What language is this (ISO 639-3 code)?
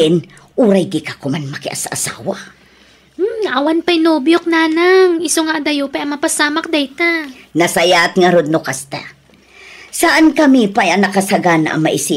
ilo